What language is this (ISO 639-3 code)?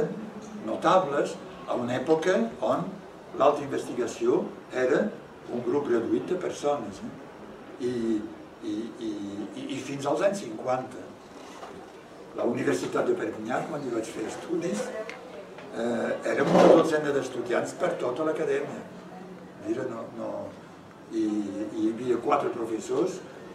cat